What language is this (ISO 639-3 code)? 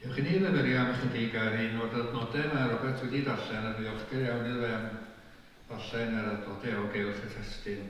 cym